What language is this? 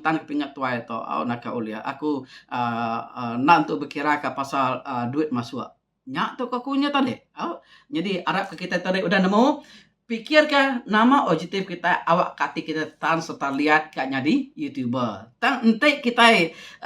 Iban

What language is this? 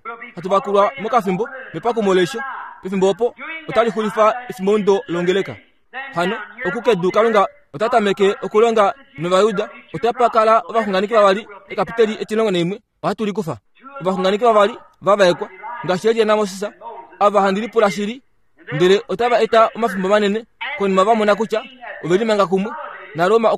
Kuanyama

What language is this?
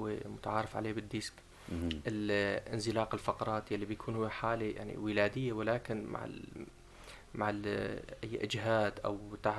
North Levantine Arabic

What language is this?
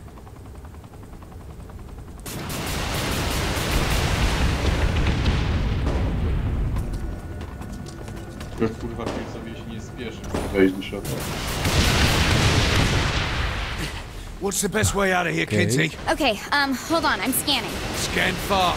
Polish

